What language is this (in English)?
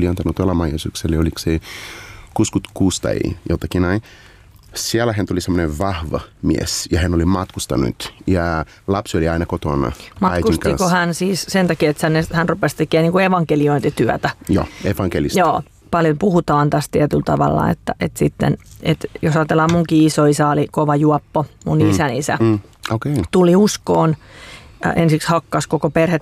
Finnish